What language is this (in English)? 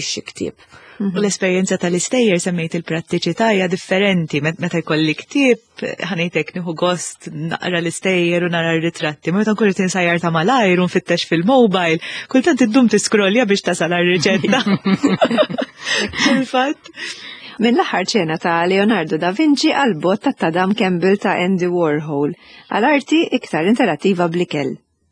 Maltese